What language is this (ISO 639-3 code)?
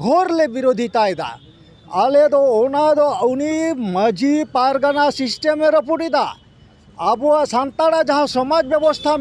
sat